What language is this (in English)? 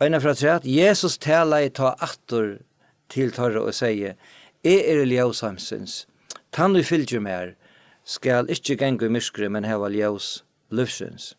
Faroese